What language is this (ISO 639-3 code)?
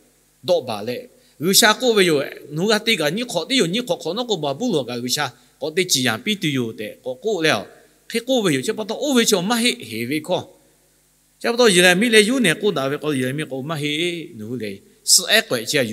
lhu